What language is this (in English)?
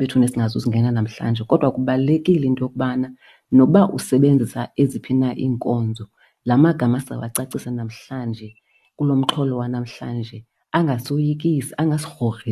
Xhosa